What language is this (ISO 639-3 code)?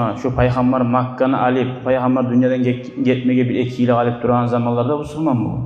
kum